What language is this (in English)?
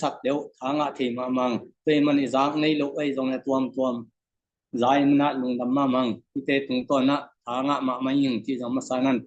Tedim Chin